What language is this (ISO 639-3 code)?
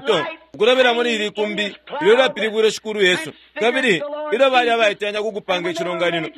bem